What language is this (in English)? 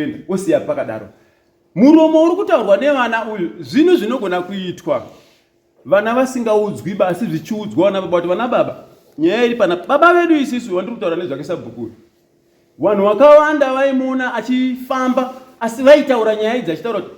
Shona